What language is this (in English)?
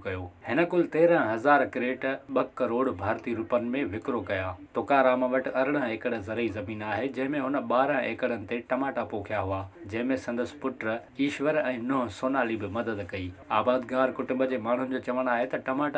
Sindhi